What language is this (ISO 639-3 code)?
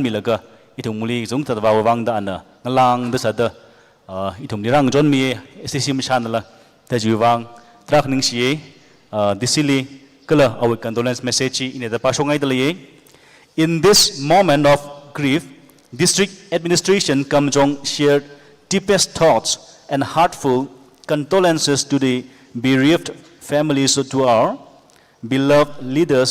nmf